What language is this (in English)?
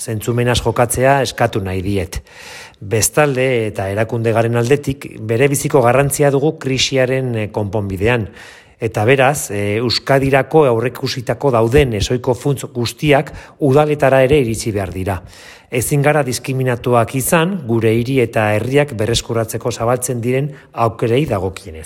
Basque